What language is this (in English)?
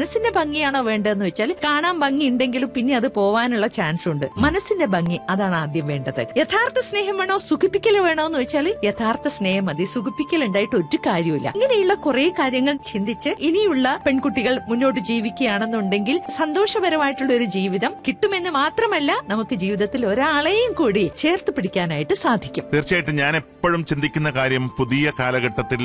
Malayalam